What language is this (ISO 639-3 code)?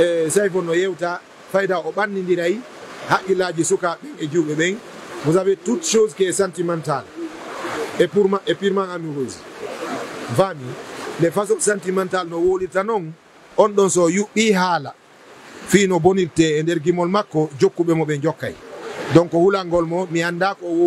ful